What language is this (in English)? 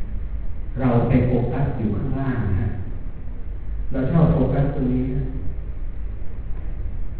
Thai